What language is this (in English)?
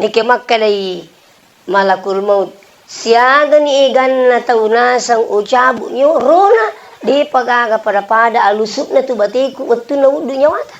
Buginese